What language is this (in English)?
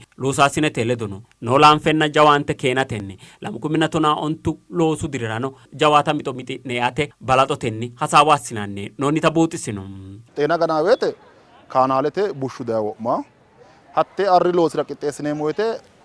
Sidamo